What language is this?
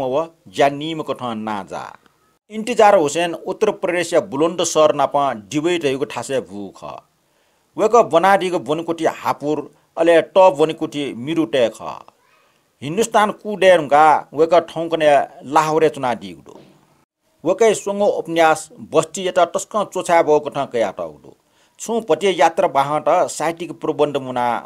Newari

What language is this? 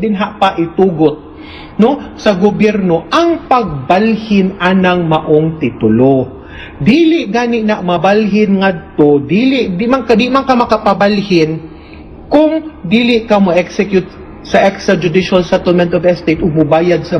Cebuano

